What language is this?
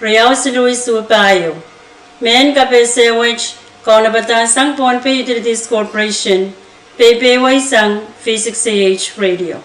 Pohnpeian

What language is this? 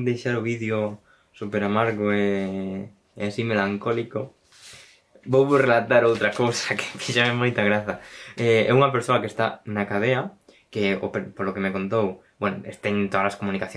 Galician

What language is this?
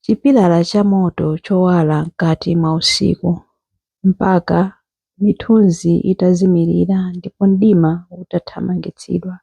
Nyanja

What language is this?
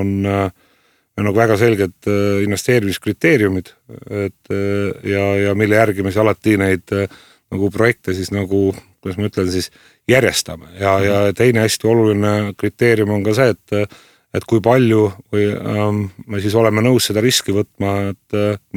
Estonian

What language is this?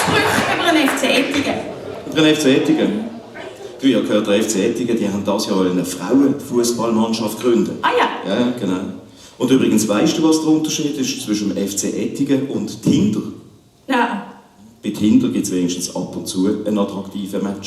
Swiss German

